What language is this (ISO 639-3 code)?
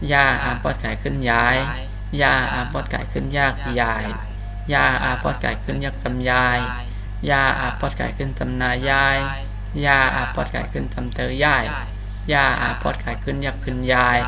shn